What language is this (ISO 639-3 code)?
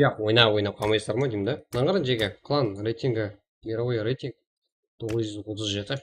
kaa